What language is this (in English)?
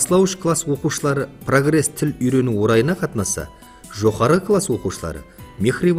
Kara-Kalpak